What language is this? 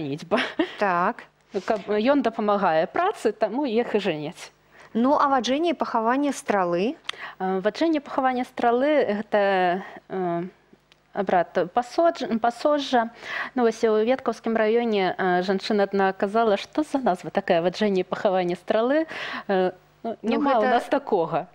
Belarusian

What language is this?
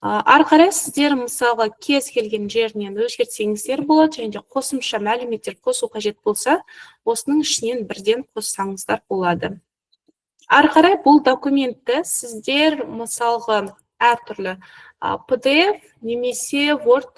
Kazakh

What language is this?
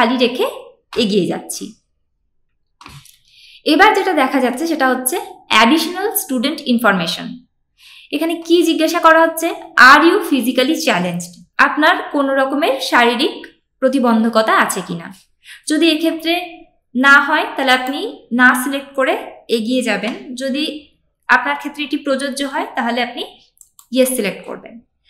Bangla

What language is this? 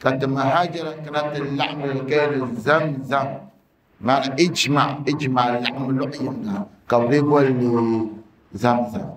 Dagbani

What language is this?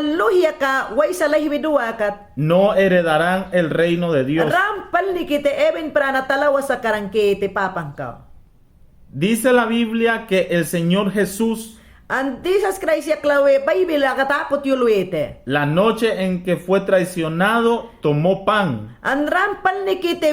Mayangna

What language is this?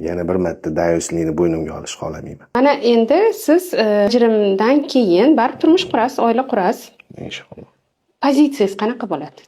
Uzbek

